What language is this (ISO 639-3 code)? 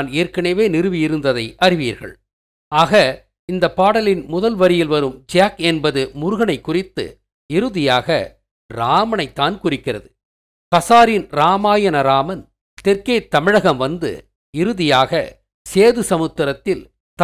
tam